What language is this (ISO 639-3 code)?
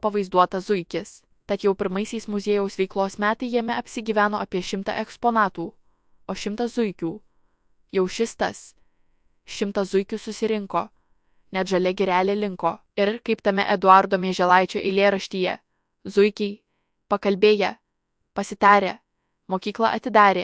lit